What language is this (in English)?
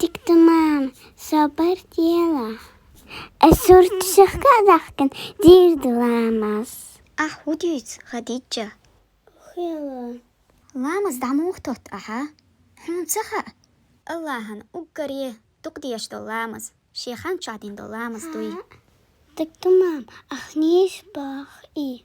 Chechen